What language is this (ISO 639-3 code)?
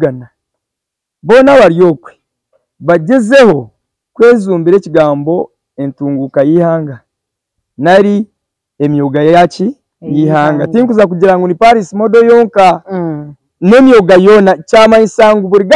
nyn